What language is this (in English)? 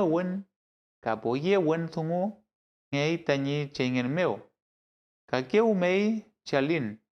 Mapuche